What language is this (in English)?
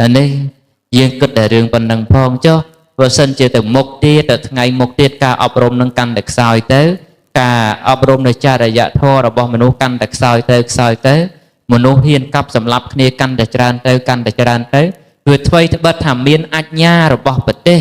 Khmer